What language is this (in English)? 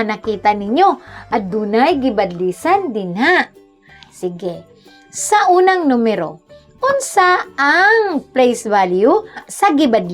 Cebuano